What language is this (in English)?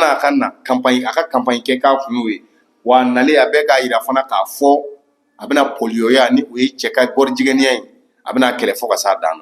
Bambara